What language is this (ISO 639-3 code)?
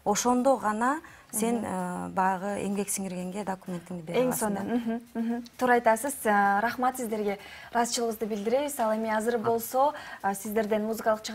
kir